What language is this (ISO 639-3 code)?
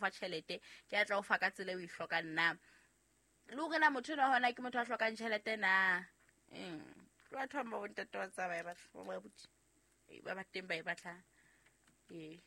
sot